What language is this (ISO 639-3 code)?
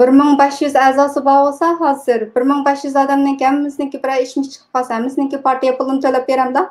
uig